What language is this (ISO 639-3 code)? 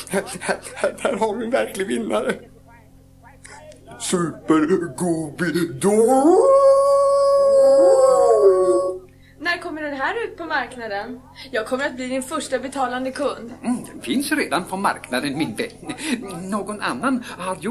swe